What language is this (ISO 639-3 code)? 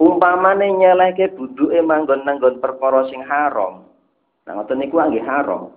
jav